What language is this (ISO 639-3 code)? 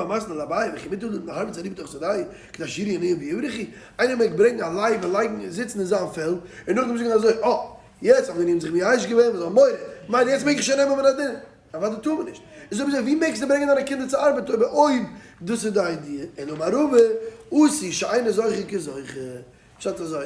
yid